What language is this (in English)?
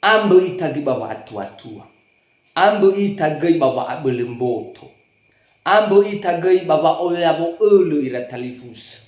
Nias